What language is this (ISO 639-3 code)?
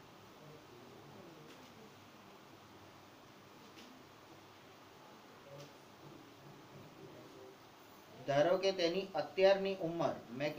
guj